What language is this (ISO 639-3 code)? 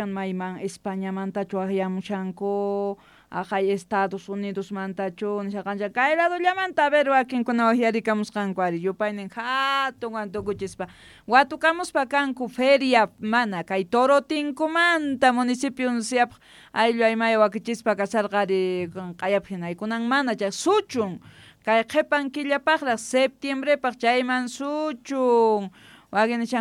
quh